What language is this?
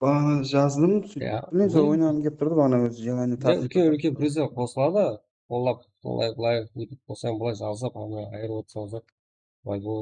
Kara-Kalpak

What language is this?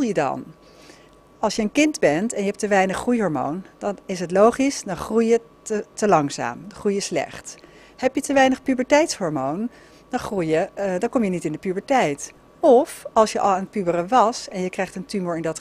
Dutch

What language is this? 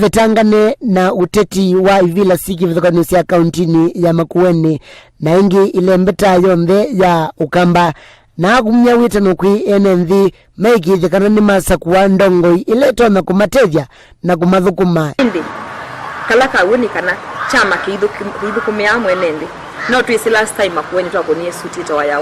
Kamba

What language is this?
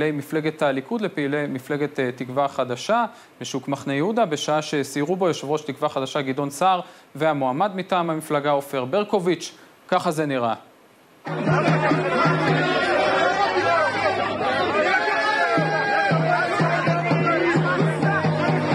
Hebrew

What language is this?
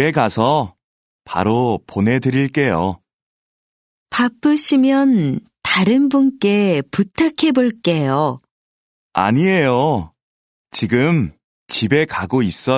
Korean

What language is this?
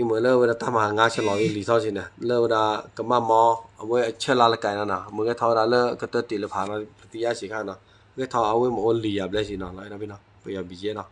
S'gaw Karen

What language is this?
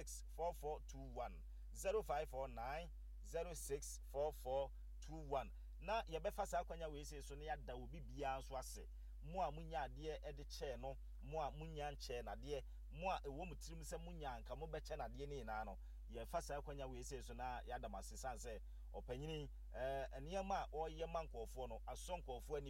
Akan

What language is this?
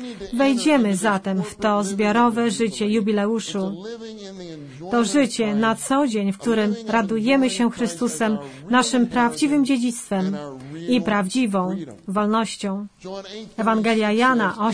Polish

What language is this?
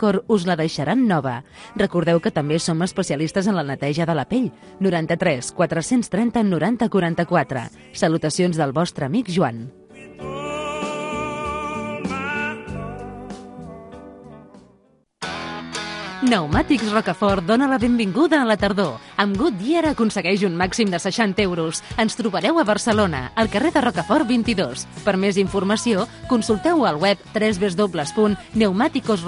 Catalan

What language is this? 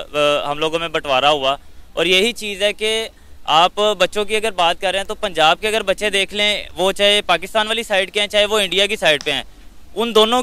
Hindi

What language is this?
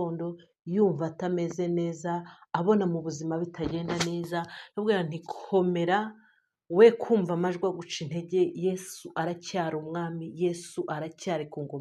Kinyarwanda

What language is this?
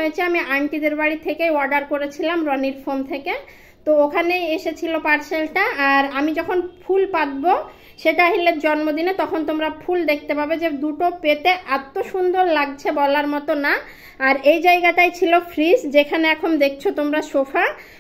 Bangla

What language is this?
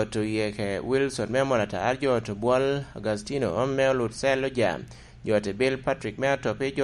Lango (Uganda)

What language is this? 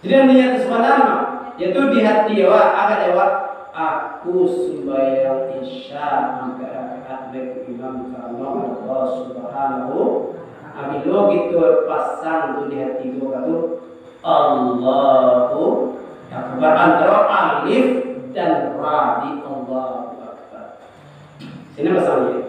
Minangkabau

